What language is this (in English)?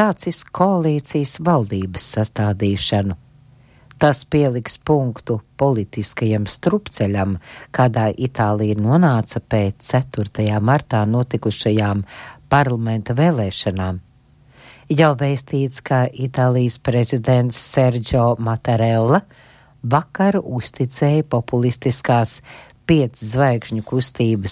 Latvian